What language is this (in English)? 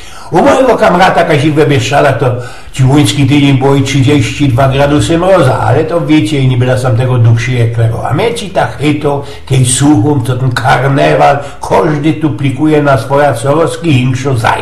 Silesian